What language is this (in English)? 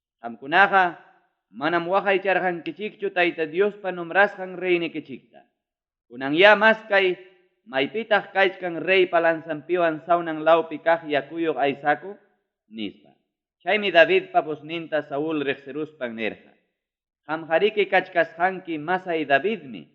Ayacucho Quechua